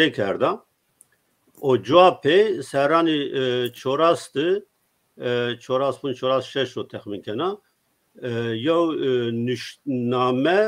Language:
Zaza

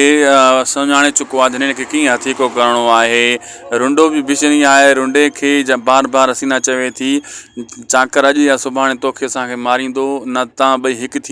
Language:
Sindhi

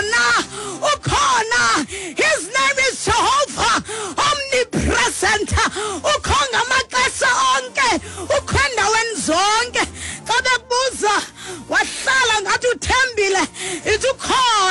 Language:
Xhosa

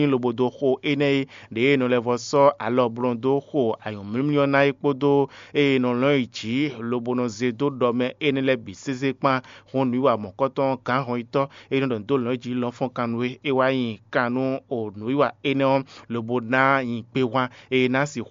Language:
Fon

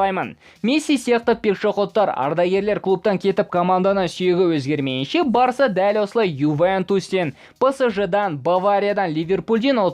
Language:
Kazakh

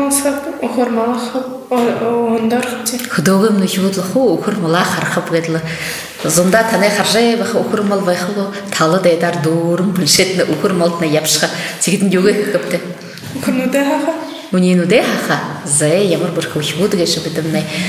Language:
Buriat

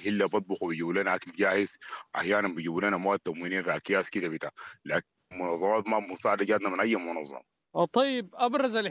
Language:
Sudanese Arabic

